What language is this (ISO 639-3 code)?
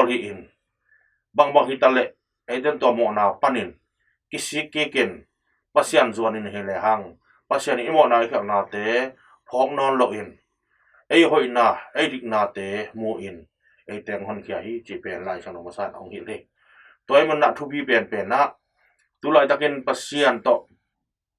ctd